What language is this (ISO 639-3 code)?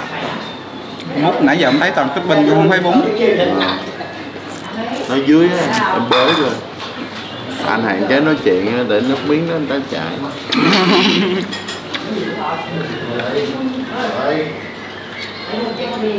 vie